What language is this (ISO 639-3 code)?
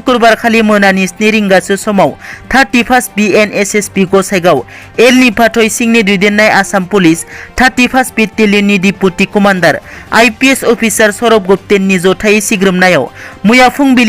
brx